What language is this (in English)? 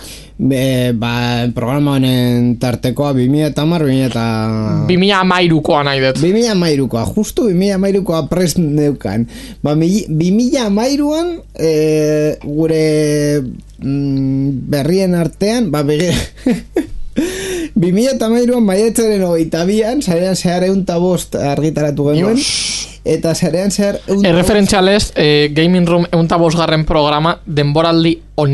Basque